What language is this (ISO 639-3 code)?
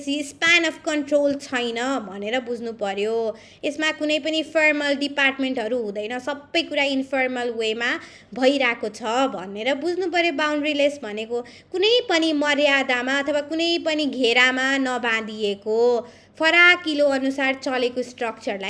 nep